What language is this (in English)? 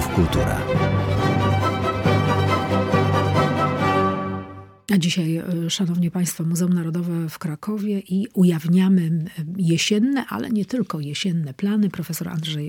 Polish